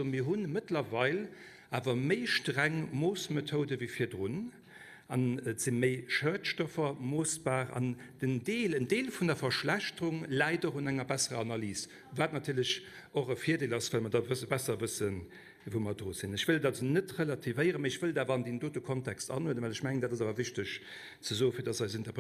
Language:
Luxembourgish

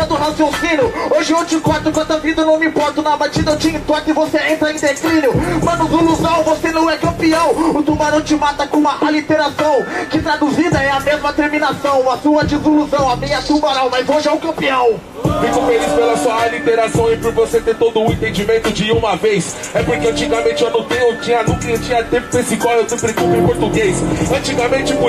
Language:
Portuguese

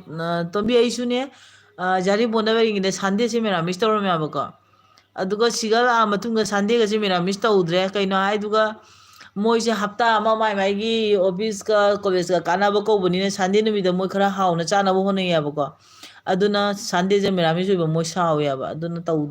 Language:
Manipuri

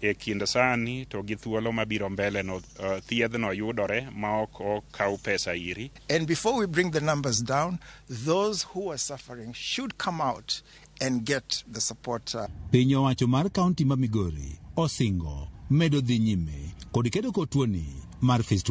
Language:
Luo (Kenya and Tanzania)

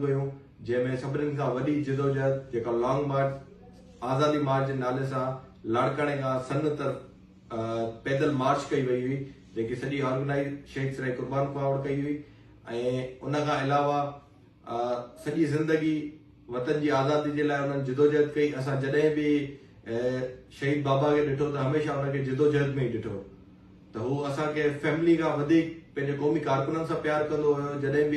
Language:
Sindhi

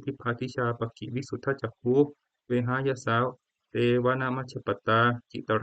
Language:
Pali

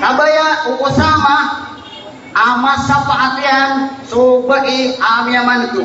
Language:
Maranao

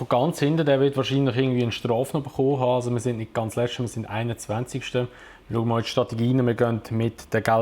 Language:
Swiss German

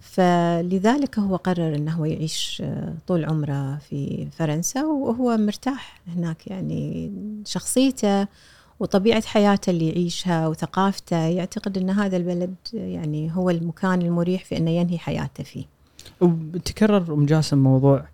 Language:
Gulf Arabic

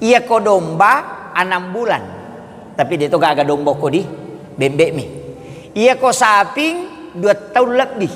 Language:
Buginese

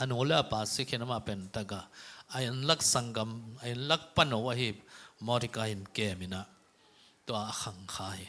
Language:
Tedim Chin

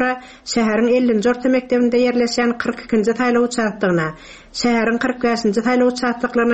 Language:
Turkmen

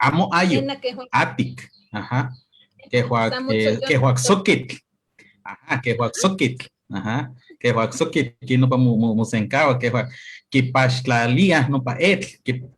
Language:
Eastern Huasteca Nahuatl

